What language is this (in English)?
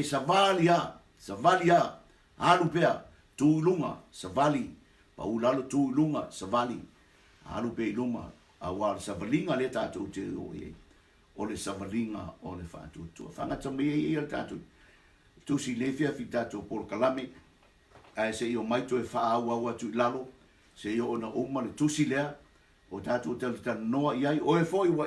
Samoan